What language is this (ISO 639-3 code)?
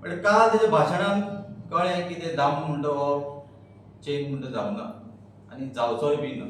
kok